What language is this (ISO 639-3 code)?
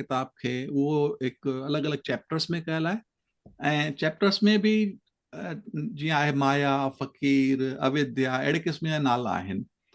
snd